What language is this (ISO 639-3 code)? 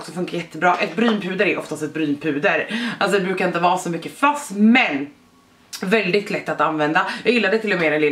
swe